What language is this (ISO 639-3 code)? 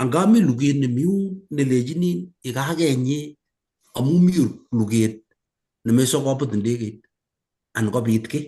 kln